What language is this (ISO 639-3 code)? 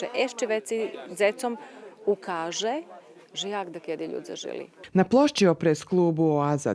rue